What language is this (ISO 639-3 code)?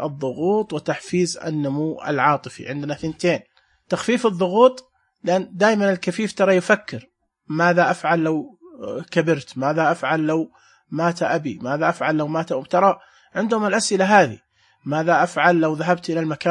ars